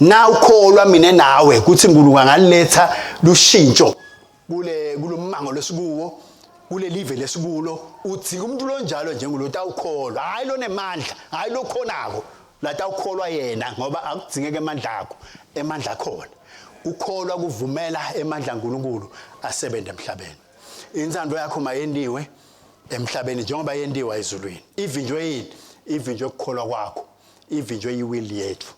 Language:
Swati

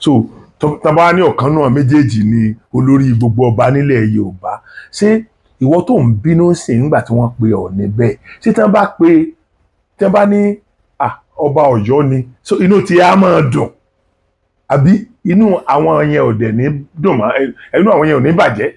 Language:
Yoruba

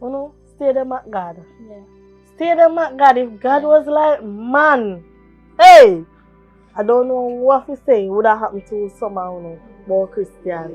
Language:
Jamaican Creole English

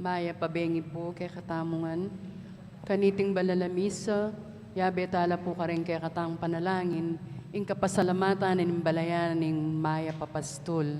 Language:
Pampanga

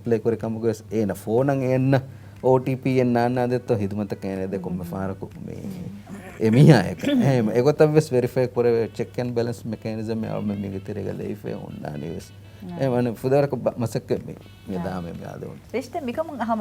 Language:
Divehi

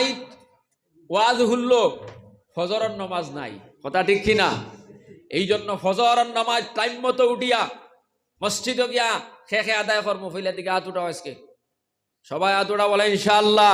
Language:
Sylheti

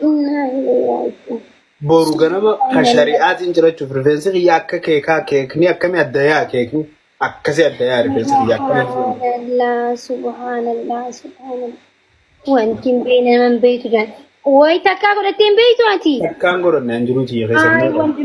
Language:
Oromo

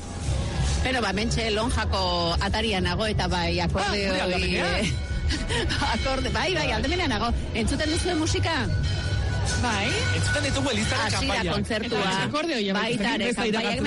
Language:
Basque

